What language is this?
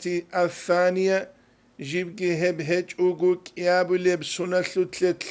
Avaric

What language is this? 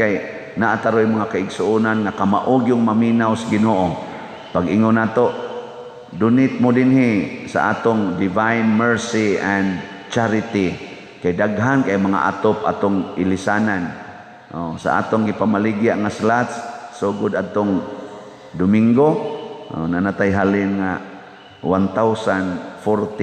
Cebuano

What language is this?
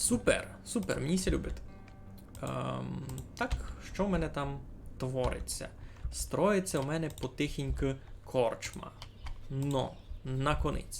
Rusyn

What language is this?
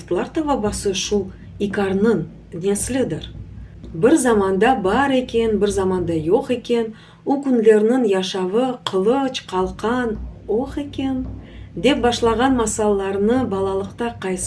Crimean Tatar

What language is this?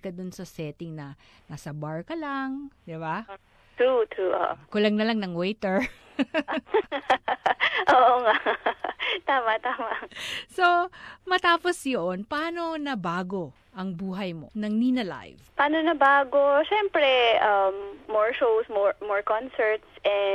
Filipino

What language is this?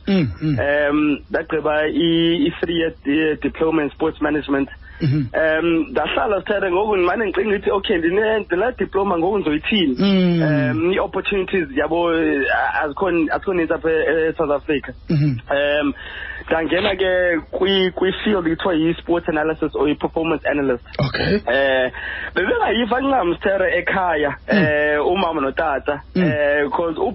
Xhosa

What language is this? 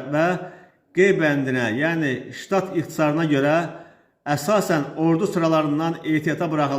Azerbaijani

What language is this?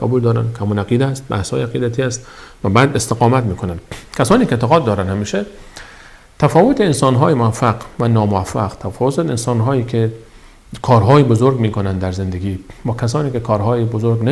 Persian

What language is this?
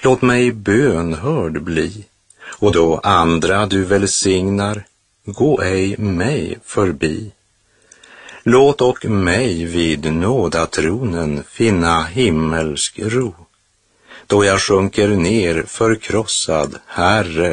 Swedish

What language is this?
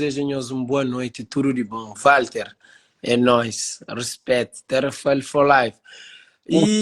Kabuverdianu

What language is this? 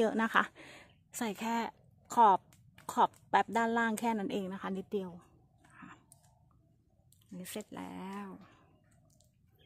Thai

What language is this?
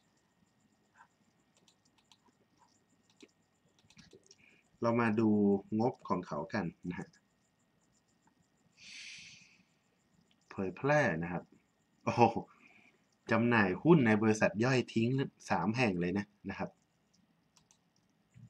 Thai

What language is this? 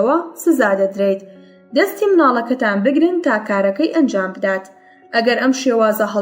Central Kurdish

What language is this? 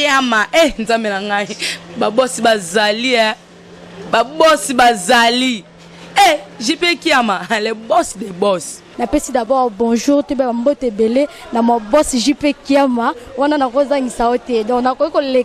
Lingala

